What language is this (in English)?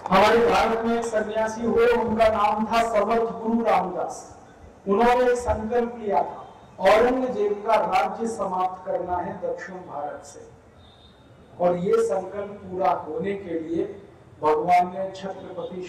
Hindi